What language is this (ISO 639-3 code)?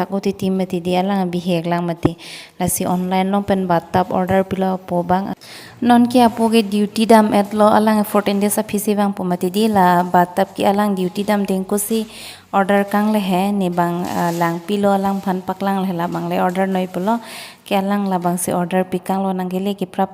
mjw